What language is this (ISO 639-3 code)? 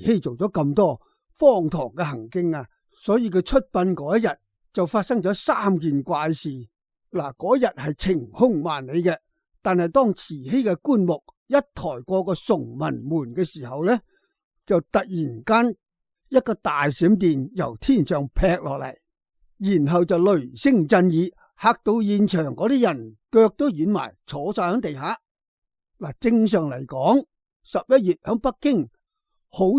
yue